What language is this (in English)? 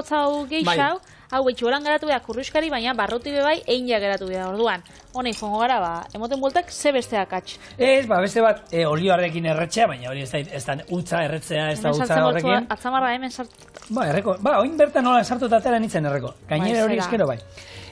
Basque